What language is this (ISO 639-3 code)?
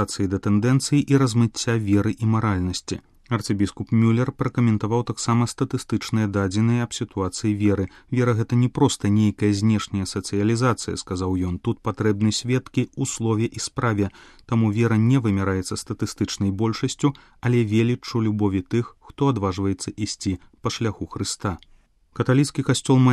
bel